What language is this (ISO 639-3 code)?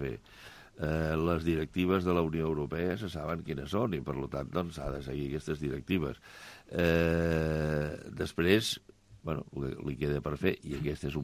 cat